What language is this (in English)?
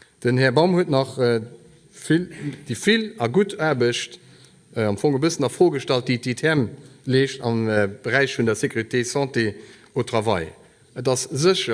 Luxembourgish